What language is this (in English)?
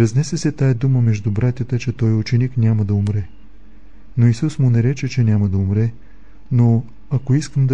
Bulgarian